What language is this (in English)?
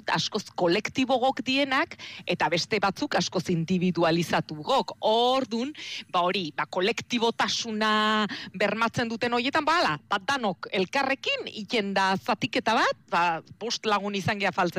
Basque